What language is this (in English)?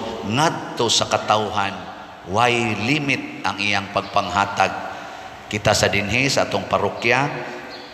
Cebuano